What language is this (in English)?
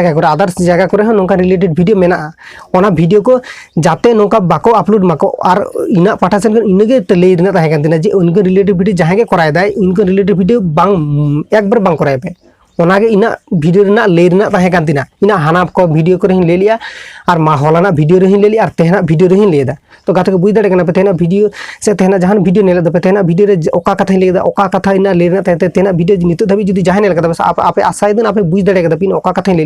Santali